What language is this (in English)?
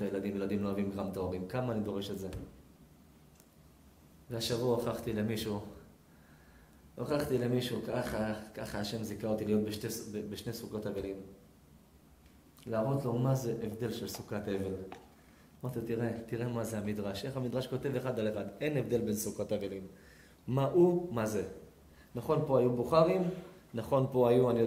Hebrew